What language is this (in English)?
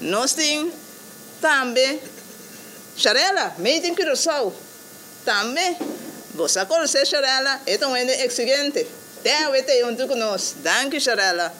Papiamento